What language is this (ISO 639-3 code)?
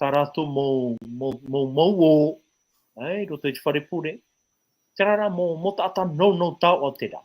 tah